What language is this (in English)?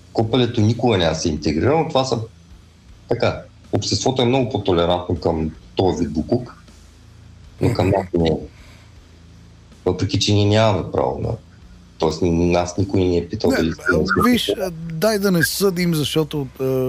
Bulgarian